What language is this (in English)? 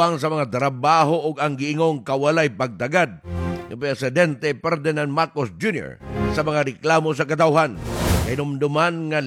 Cebuano